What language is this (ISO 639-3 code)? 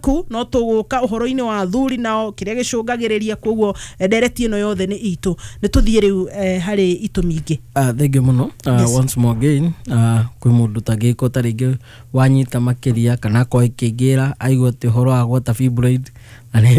kik